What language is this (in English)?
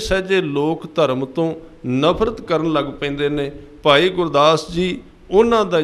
Punjabi